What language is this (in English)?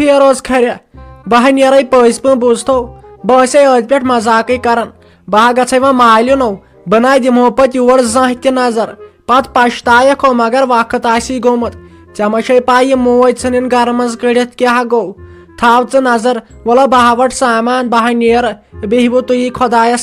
Kashmiri